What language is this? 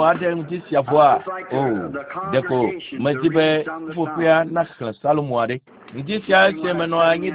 Ewe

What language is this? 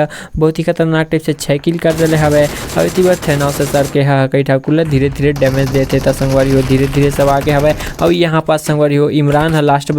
Chhattisgarhi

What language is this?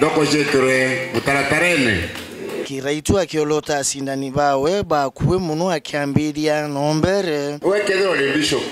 Meru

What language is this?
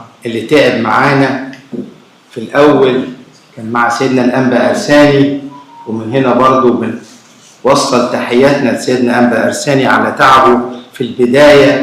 Egyptian Arabic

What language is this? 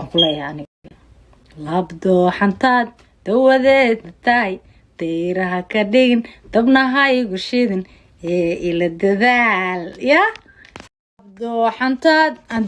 Somali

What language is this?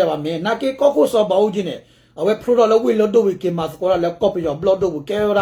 S'gaw Karen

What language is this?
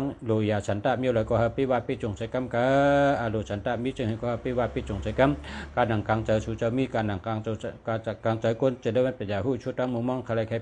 Shan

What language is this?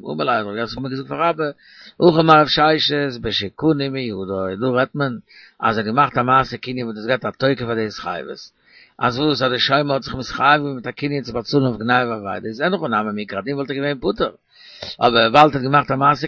Yiddish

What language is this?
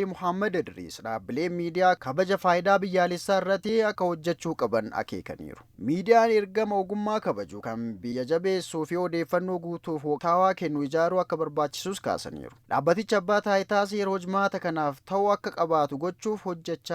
Oromo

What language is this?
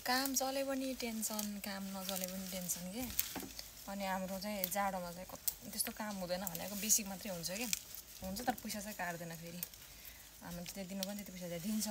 Nepali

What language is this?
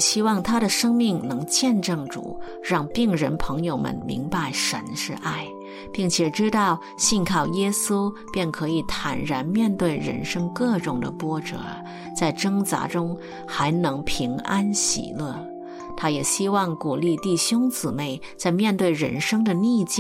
Chinese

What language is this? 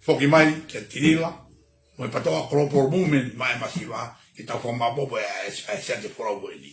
Tongan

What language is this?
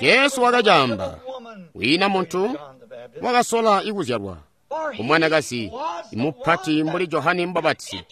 Tonga (Zambia)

